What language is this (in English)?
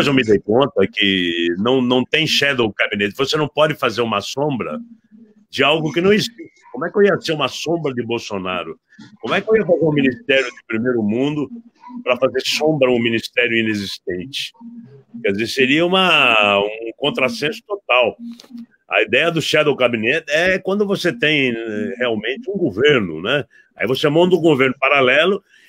Portuguese